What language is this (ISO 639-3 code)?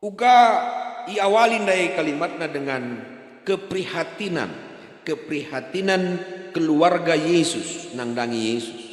btx